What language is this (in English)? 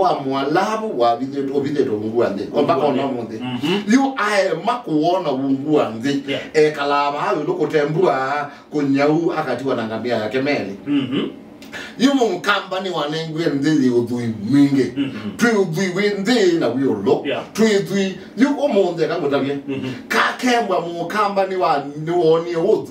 Kamba